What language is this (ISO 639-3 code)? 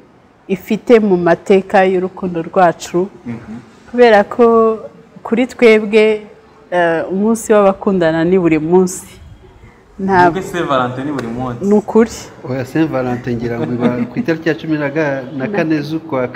kin